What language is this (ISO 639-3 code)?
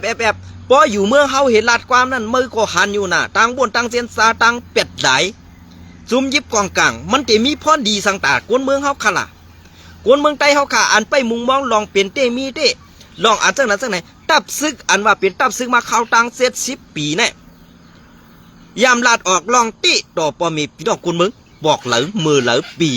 shn